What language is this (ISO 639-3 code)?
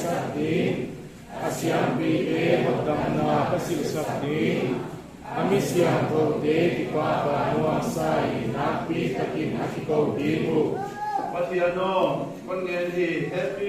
pck